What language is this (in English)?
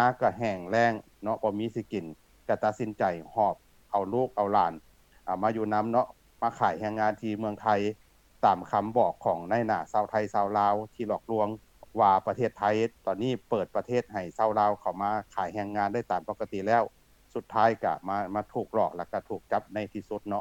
Lao